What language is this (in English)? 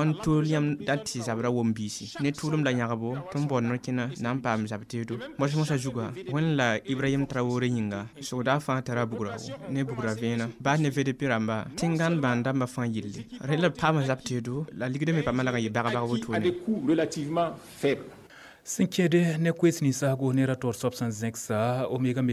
Mossi